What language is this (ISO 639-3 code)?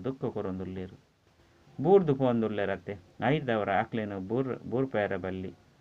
tcy